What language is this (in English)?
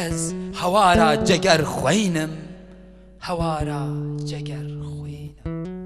Kurdish